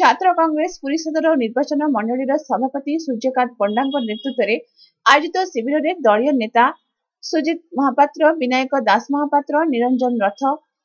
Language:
Odia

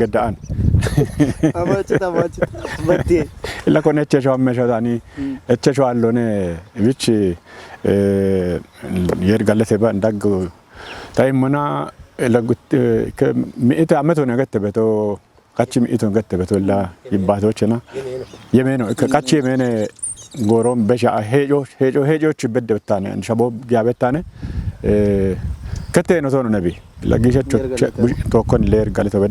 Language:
Kafa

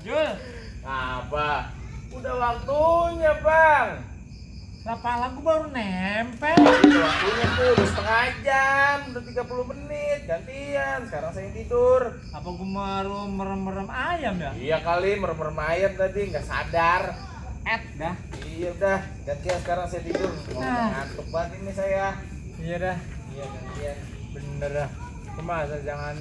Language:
Betawi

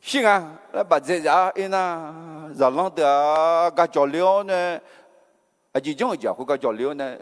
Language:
Akha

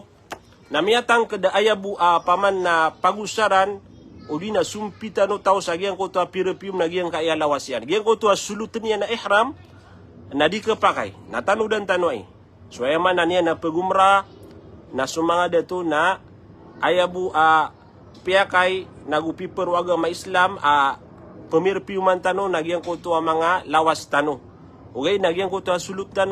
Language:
Maranao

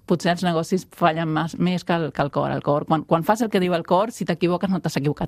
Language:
Catalan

